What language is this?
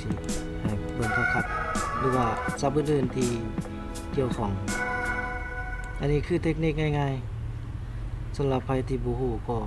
Lao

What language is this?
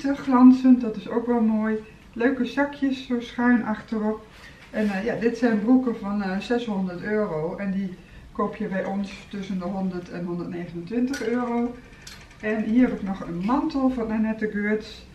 Dutch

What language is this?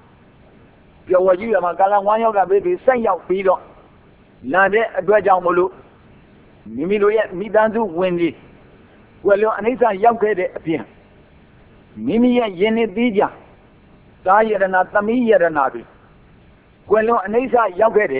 Burmese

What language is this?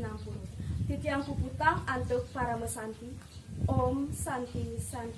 Balinese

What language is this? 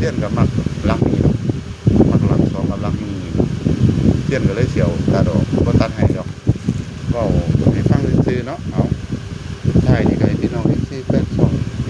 Northeastern Thai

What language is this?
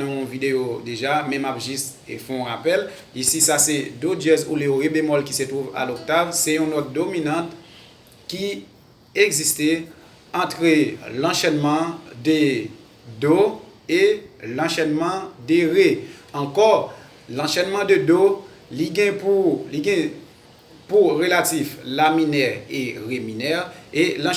Haitian Creole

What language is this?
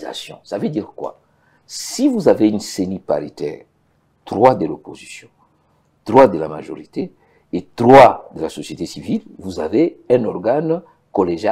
French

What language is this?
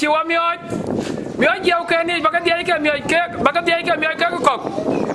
Dinka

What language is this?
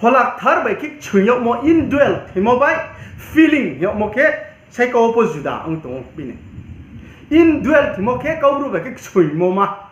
Riang (India)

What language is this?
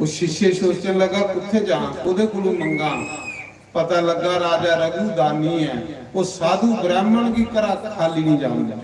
Dogri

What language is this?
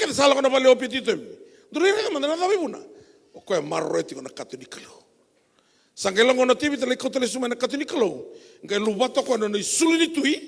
Fijian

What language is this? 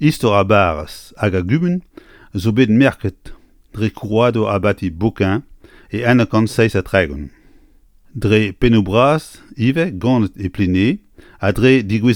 Breton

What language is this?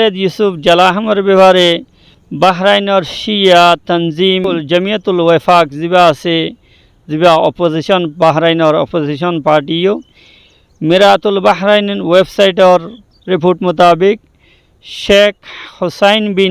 Rohingya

